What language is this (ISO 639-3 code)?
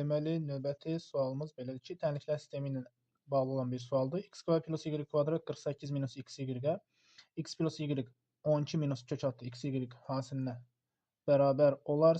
aze